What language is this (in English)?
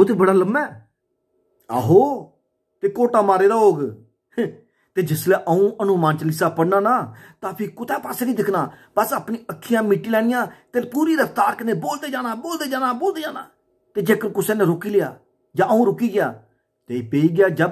Dogri